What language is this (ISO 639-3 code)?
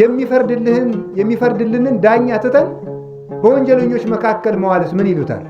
amh